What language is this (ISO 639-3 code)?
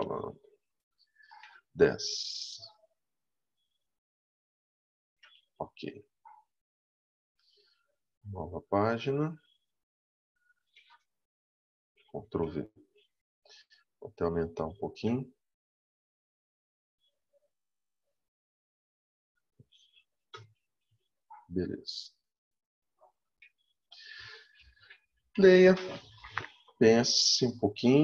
por